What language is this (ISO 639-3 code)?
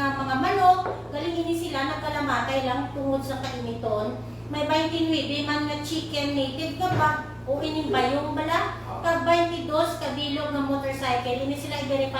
hil